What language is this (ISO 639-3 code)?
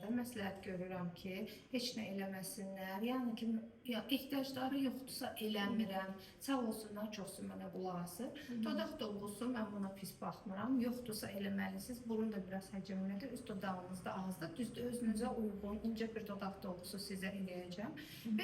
aze